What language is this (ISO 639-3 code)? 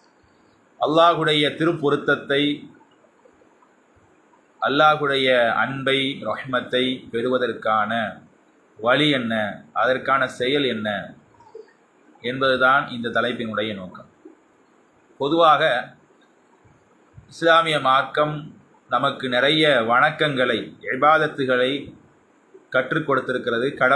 tam